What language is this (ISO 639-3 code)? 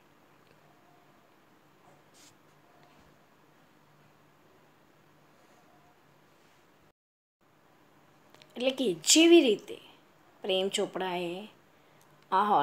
guj